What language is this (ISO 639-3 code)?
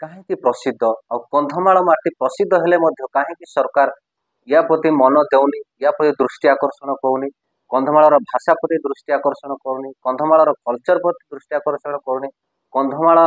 ori